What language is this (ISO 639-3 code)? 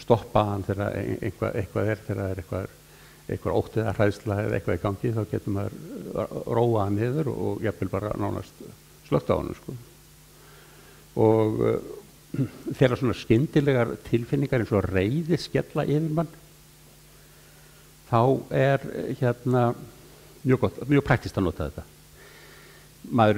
isl